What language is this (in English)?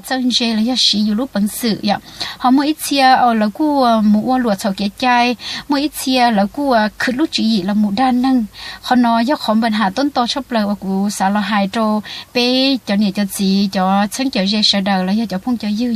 Hmong